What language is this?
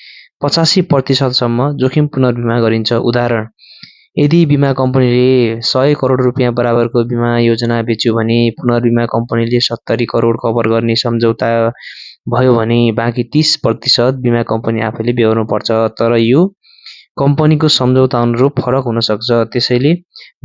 Nepali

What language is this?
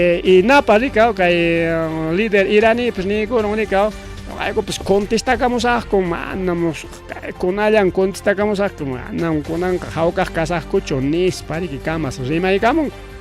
Ayacucho Quechua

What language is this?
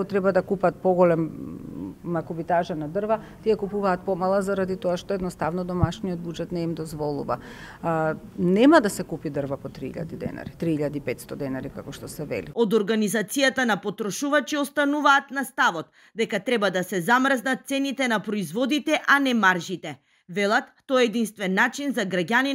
Macedonian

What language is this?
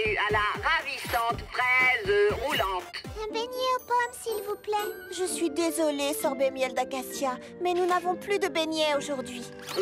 French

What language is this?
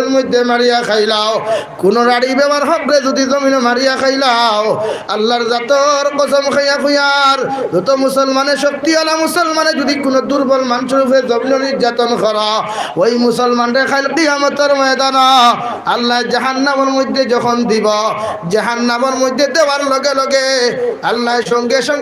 Sylheti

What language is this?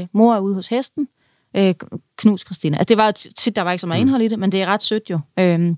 Danish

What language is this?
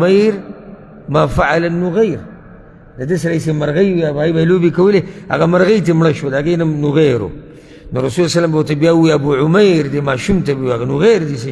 Pashto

